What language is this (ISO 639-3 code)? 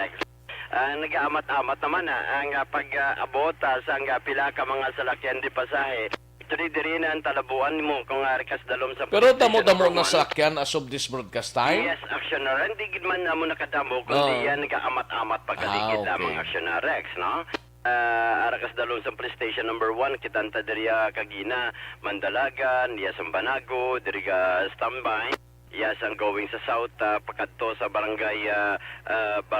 hil